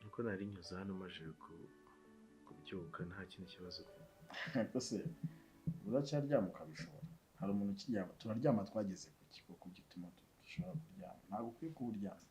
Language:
Kinyarwanda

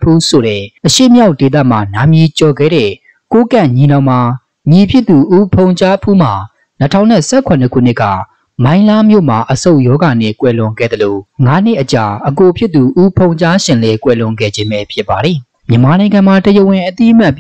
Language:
Burmese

